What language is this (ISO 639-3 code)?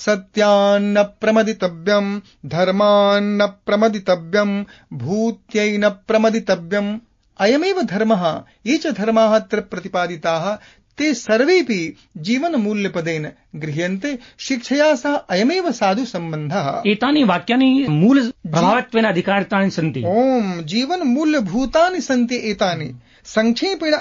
san